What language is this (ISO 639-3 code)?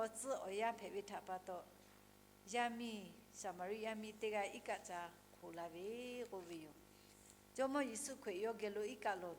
lhu